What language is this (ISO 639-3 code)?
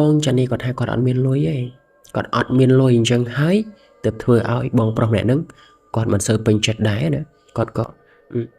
khm